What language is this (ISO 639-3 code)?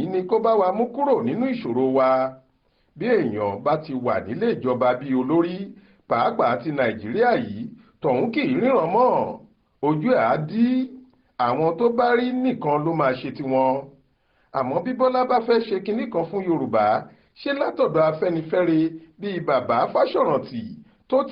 yor